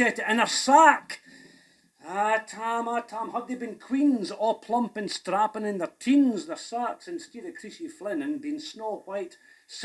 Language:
Scots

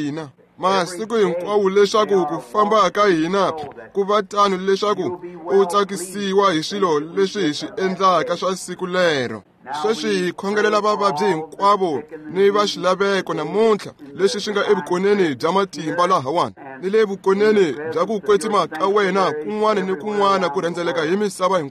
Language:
Tsonga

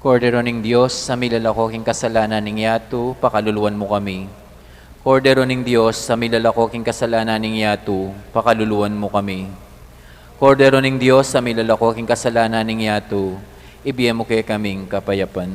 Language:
Pampanga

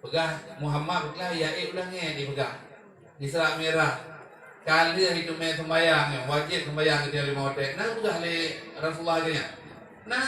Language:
Achinese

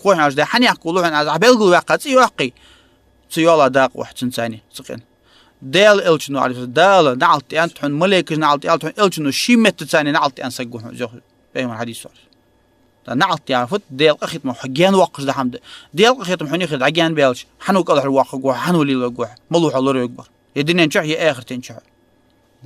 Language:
Ingush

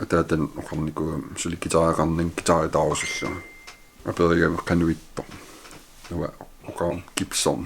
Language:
Kalaallisut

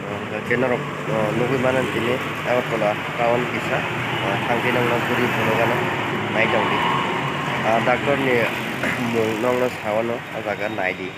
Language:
Kok Borok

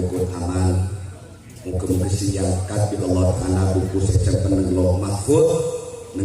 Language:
Madurese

